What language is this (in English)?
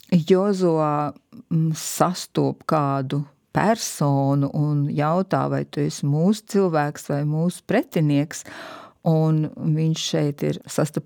Latvian